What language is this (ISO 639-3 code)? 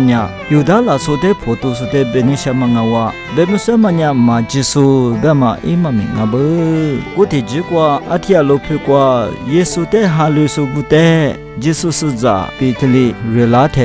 lis